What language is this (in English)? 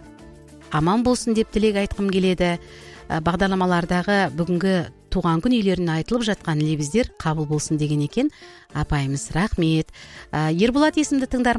Kazakh